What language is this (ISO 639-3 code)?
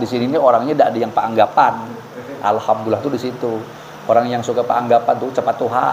bjn